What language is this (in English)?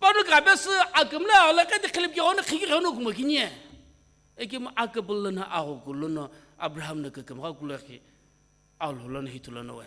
Sumi Naga